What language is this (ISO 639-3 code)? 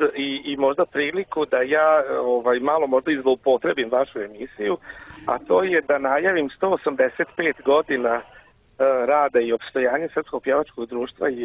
srp